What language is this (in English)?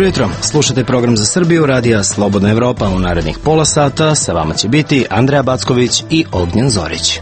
Serbian